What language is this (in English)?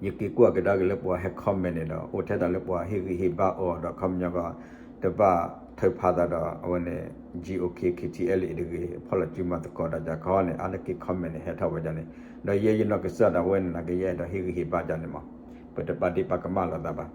S'gaw Karen